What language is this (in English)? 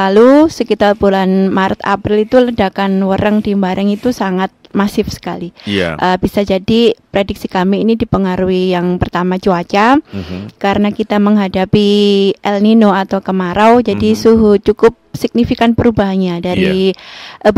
Indonesian